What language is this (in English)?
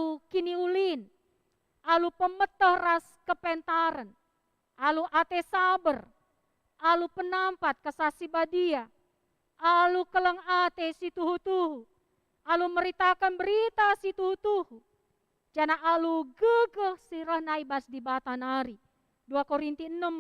Batak Karo